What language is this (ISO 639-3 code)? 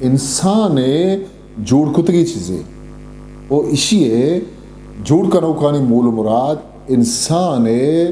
bgp